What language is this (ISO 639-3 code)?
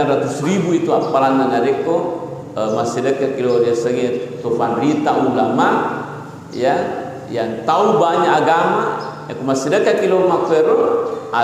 bug